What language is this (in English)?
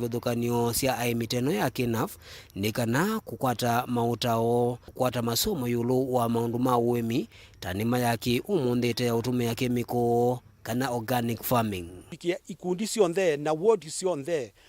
Kamba